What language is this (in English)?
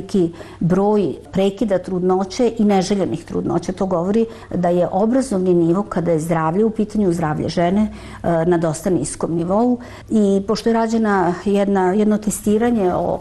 Serbian